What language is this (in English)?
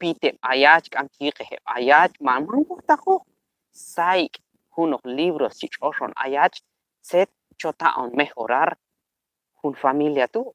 Q'anjob'al